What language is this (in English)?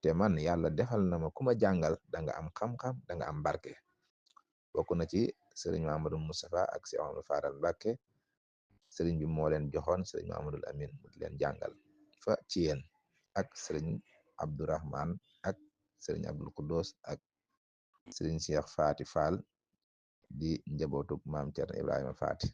Wolof